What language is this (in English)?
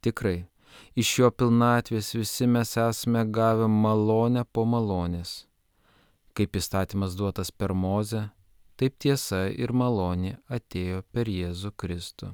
Lithuanian